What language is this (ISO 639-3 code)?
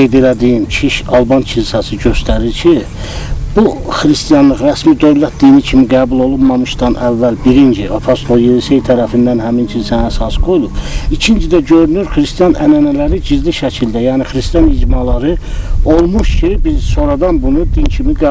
aze